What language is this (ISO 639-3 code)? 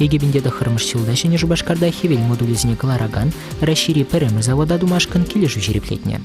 chv